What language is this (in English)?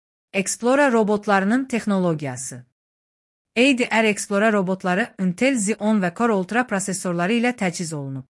Azerbaijani